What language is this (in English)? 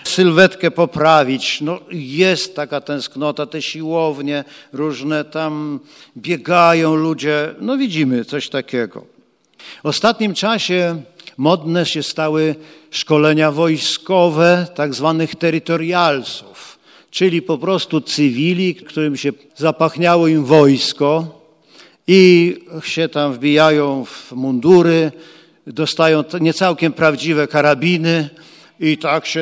Polish